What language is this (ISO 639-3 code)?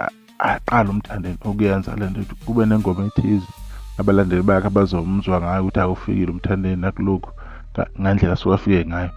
zul